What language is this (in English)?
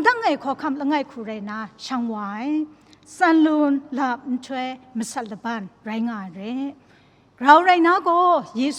Kachin